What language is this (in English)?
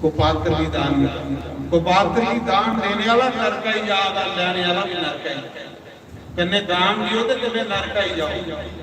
Dogri